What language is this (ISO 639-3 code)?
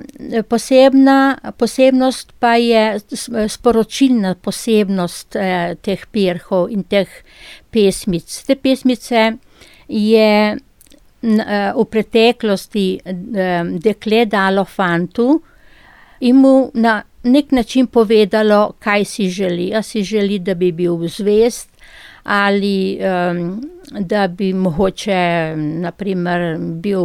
slv